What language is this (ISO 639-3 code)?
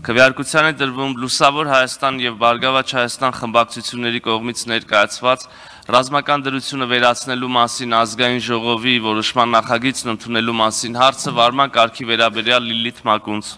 hye